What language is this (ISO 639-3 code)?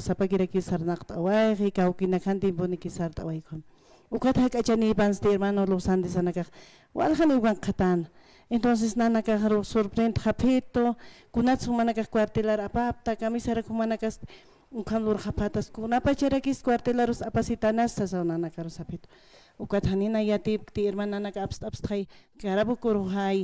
aym